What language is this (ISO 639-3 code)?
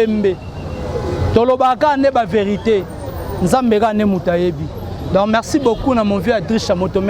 lin